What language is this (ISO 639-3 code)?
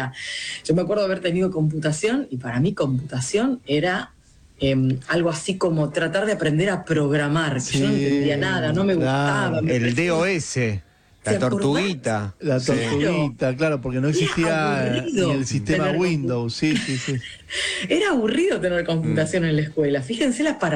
spa